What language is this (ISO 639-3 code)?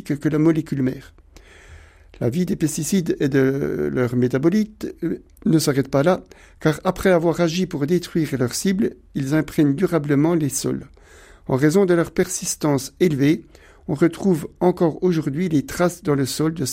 fra